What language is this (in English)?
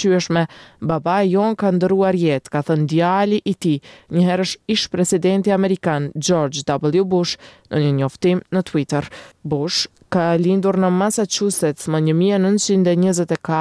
Albanian